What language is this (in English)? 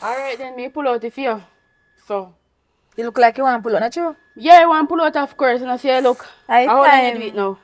Jamaican Creole English